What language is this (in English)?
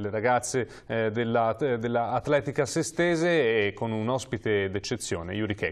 Italian